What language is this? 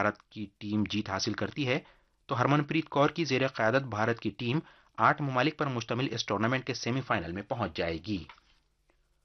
Urdu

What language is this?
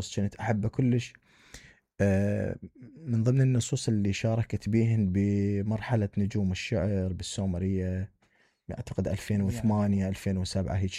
Mesopotamian Arabic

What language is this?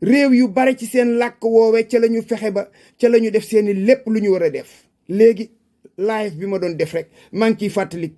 Wolof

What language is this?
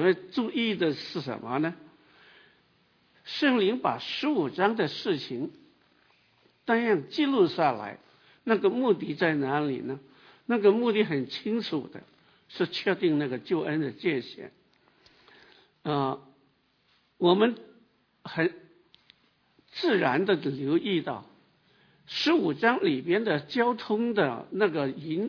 Chinese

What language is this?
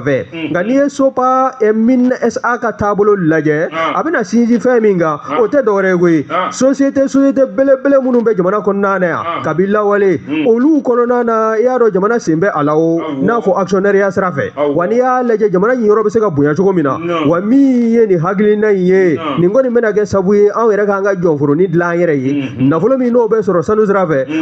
Bambara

